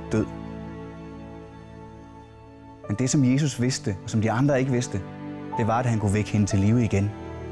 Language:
Danish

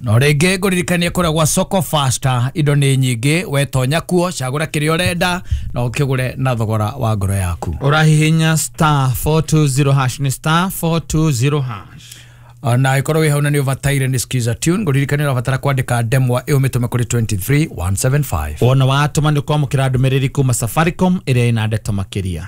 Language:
Kikuyu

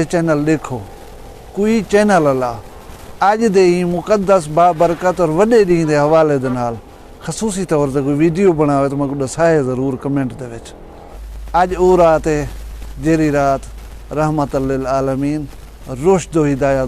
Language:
Saraiki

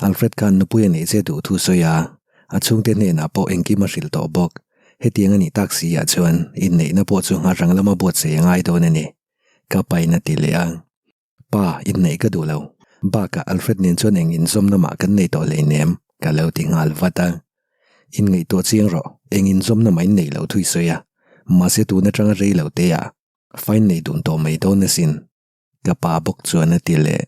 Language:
Mizo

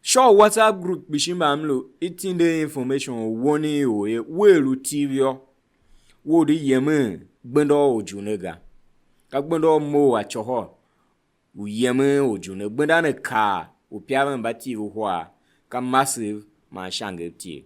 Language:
Tiv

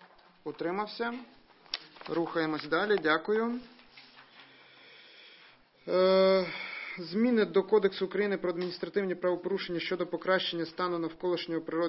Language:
Ukrainian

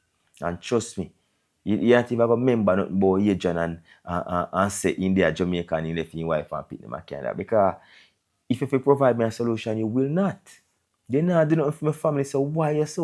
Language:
Jamaican Creole English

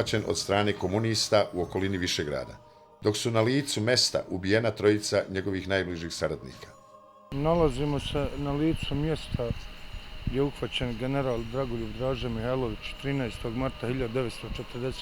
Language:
Bosnian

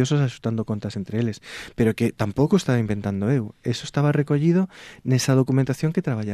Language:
Galician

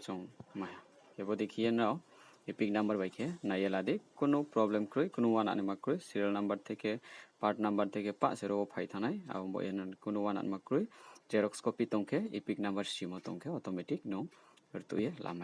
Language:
Riang (India)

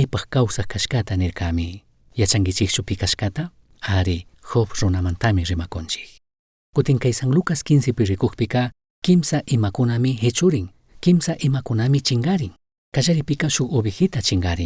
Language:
Chimborazo Highland Quichua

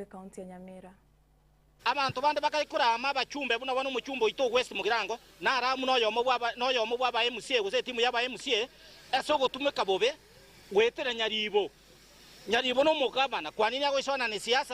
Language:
Gusii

